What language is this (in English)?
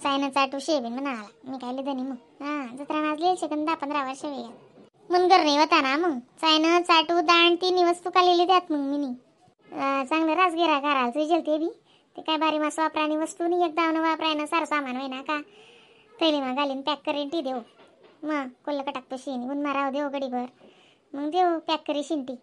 Khandesi